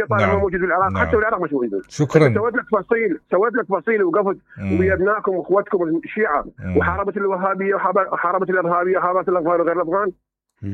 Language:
Mesopotamian Arabic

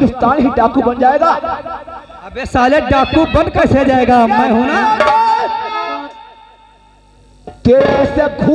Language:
Hindi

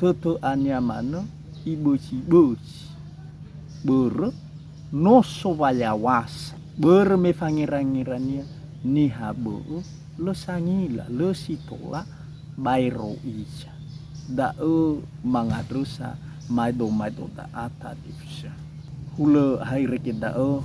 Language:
Nias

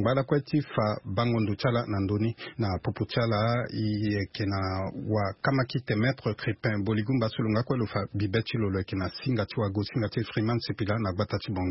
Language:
Sango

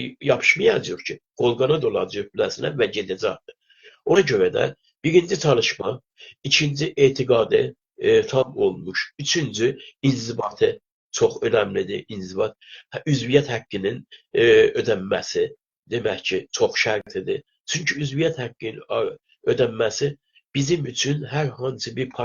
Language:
South Azerbaijani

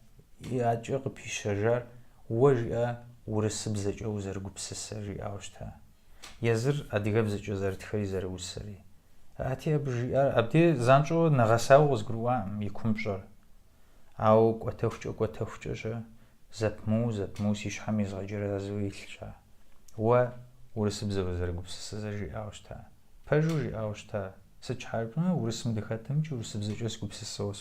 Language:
Kabardian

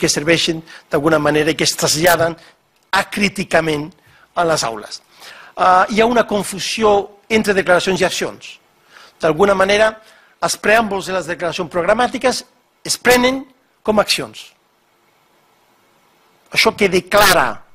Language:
Catalan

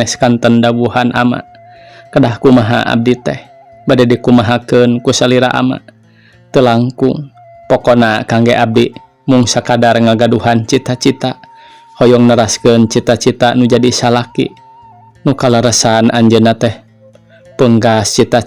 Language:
Sundanese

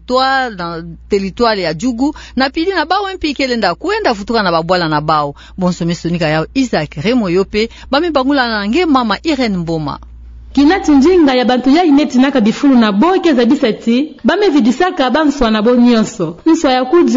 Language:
Kituba (Democratic Republic of Congo)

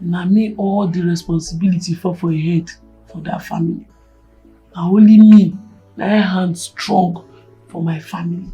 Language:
Nigerian Pidgin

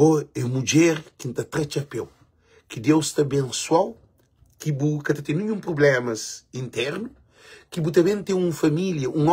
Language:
Kabuverdianu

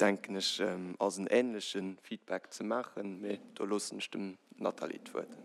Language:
Luxembourgish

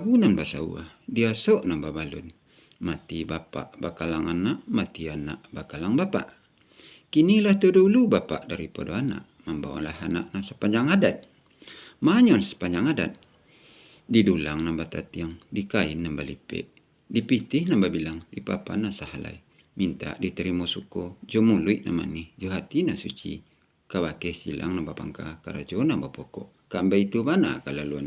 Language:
Minangkabau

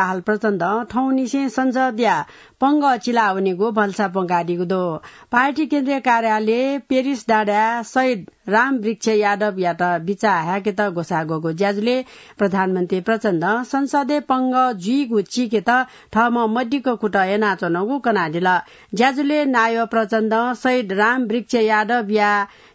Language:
Newari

